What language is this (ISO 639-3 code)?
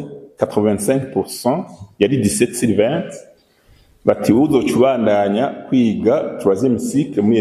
run